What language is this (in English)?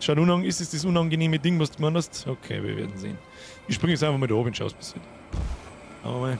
Bavarian